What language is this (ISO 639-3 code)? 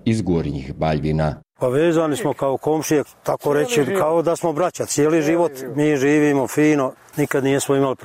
hrv